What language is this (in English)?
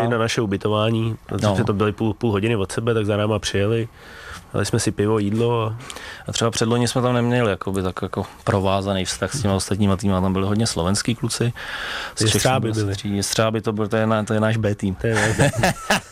Czech